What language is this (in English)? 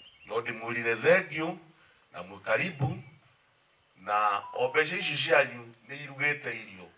Kikuyu